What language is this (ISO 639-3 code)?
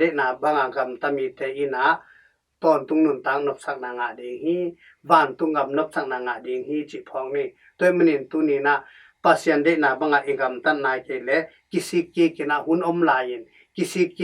ctd